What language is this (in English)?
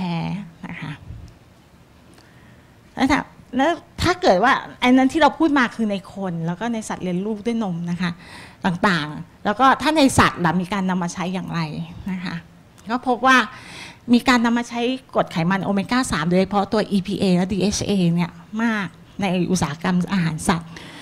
Thai